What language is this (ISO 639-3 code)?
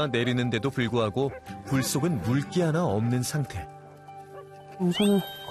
kor